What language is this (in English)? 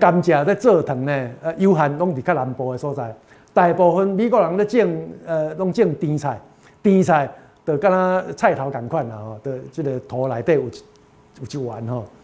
Min Nan Chinese